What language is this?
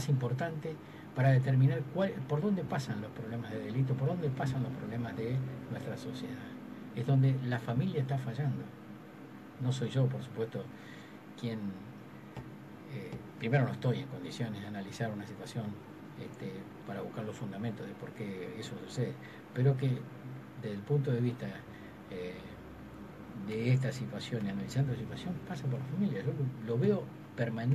Spanish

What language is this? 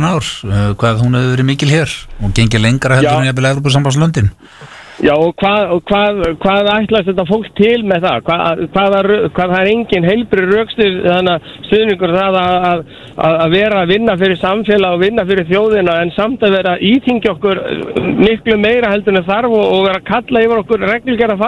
Icelandic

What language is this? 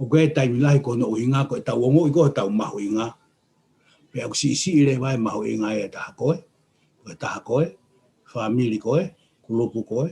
Tongan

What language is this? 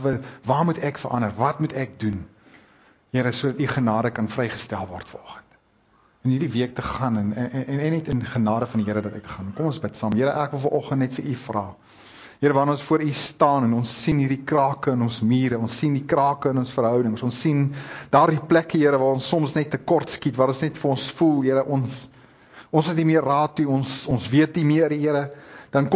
Afrikaans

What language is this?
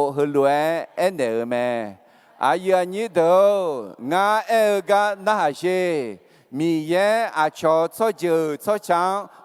Akha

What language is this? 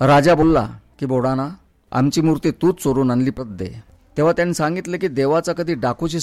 Marathi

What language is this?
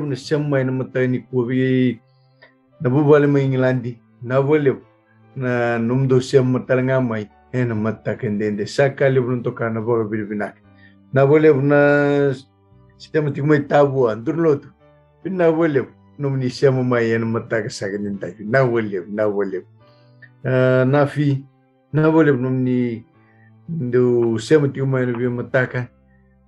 Fijian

